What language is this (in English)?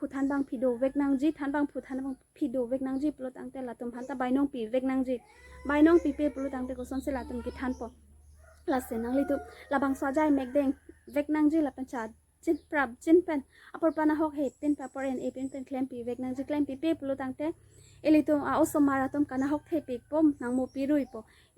Karbi